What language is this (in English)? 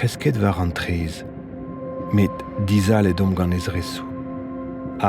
Breton